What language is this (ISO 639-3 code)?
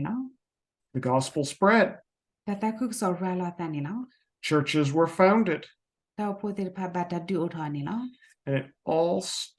ksw